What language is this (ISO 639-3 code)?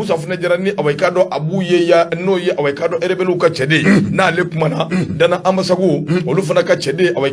bam